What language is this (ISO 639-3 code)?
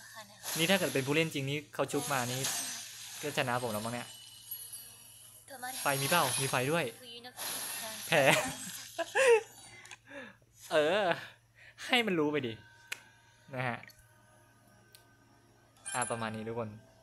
tha